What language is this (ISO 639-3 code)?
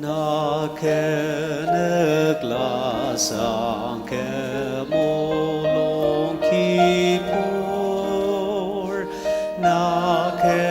njo